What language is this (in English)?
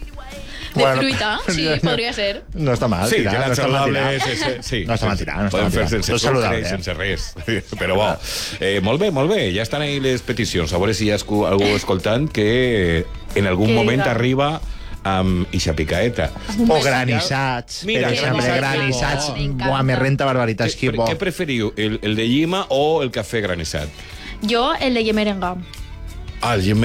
Catalan